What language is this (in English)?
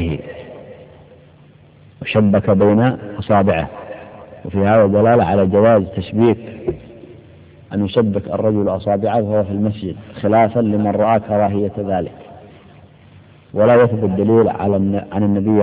Arabic